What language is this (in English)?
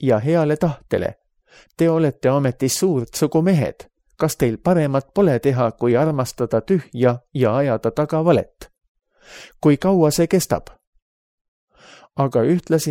Estonian